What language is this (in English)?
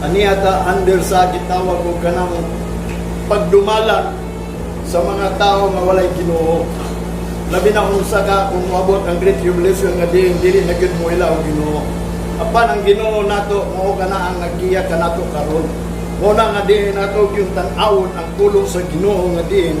Cebuano